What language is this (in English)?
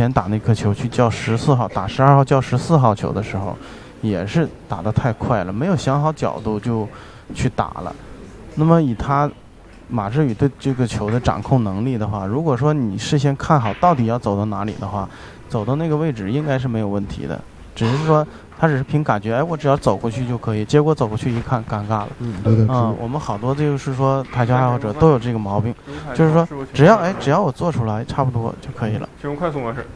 Chinese